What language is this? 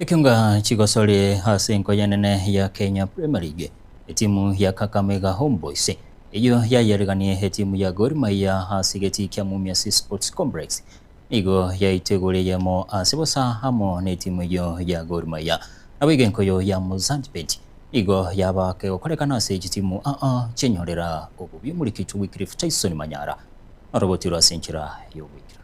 Gusii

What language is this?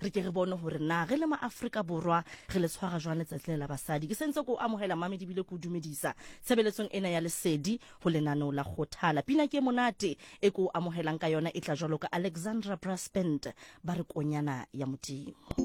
Southern Sotho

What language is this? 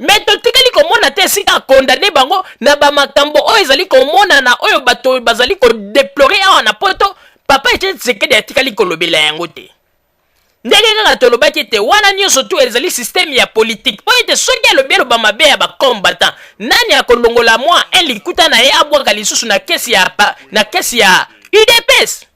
Lingala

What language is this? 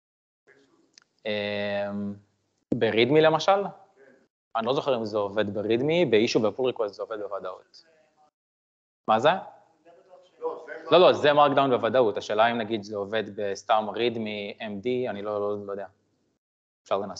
Hebrew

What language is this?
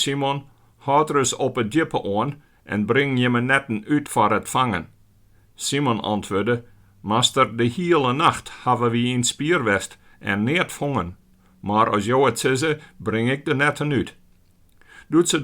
Western Frisian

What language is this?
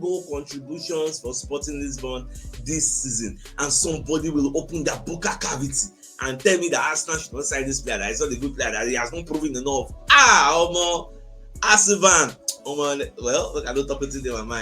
Nigerian Pidgin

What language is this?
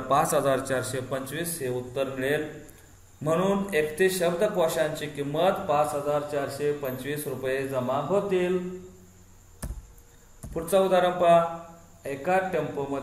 Marathi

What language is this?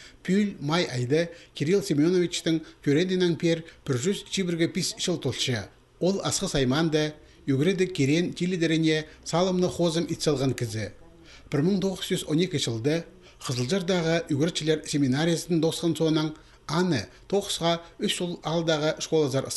Khakas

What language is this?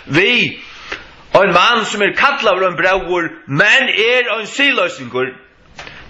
Faroese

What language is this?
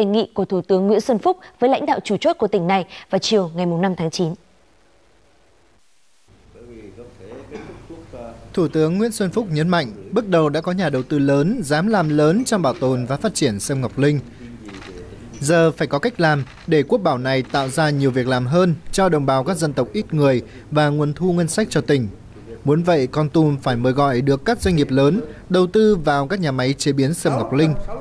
Vietnamese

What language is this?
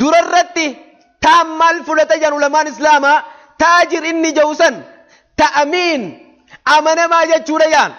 Oromo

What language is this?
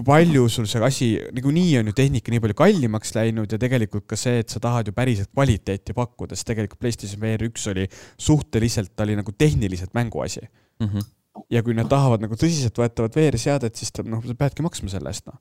Estonian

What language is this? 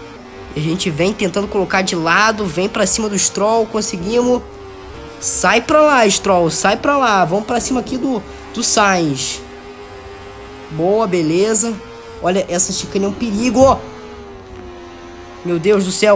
Portuguese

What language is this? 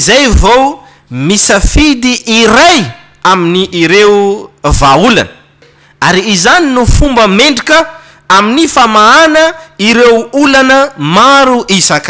Malagasy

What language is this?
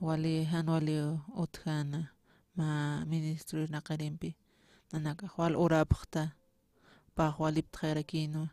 Aymara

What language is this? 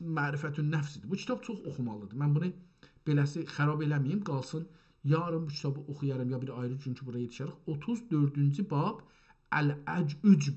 South Azerbaijani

